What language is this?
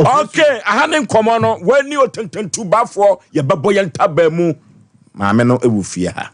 Akan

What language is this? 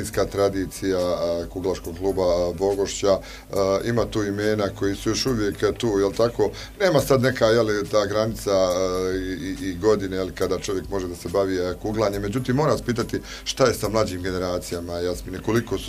Bosnian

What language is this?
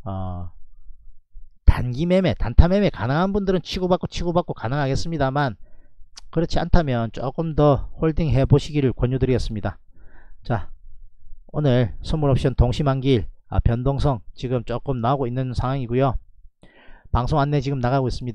Korean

